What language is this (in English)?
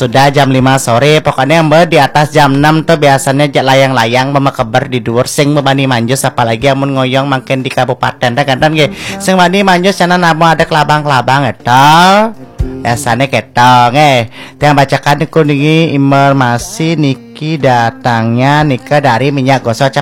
Balinese